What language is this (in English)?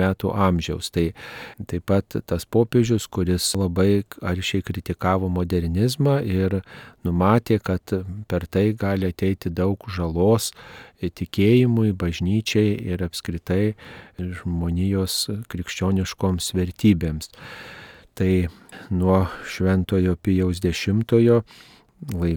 Lithuanian